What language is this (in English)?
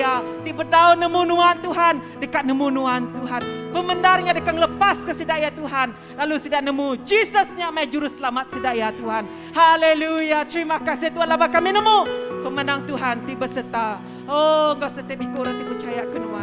Iban